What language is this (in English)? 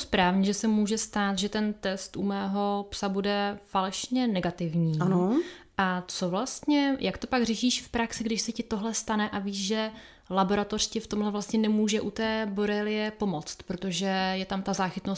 Czech